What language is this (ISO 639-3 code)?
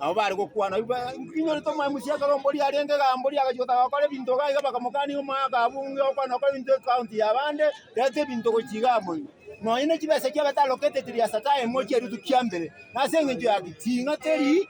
guz